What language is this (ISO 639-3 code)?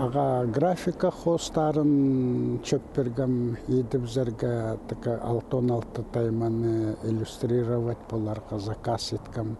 kjh